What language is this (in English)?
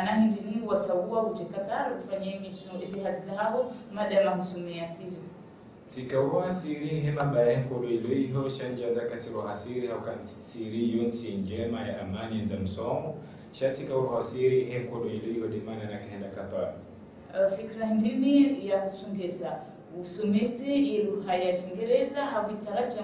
Ngazidja Comorian